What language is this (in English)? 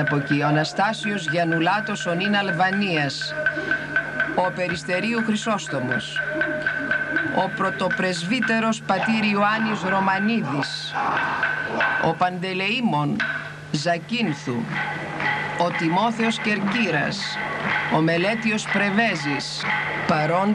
Greek